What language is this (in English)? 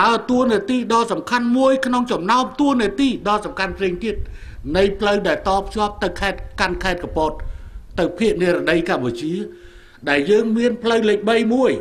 Khmer